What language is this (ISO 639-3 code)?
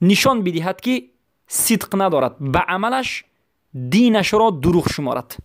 fas